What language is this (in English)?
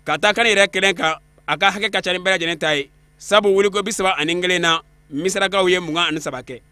Bambara